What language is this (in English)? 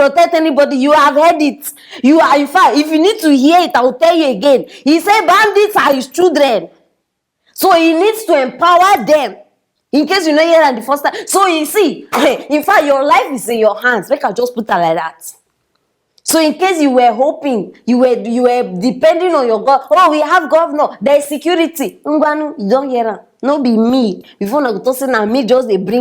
Nigerian Pidgin